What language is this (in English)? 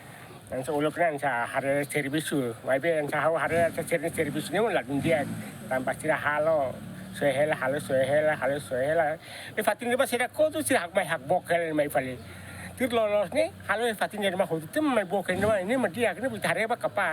Tetum